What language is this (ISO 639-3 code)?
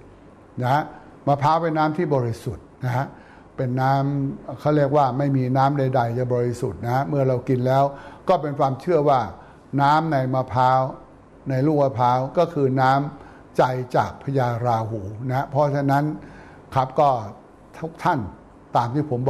tha